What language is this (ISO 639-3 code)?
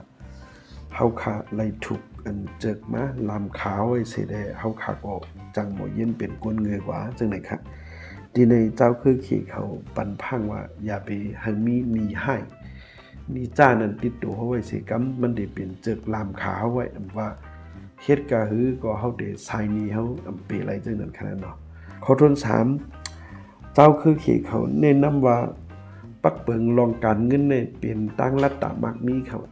shn